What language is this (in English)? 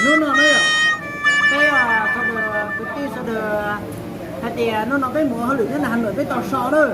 Hmong